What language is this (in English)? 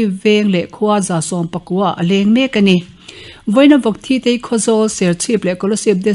Mizo